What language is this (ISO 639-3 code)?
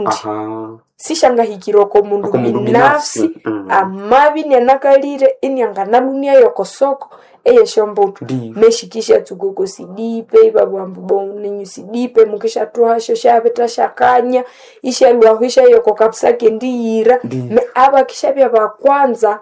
nnb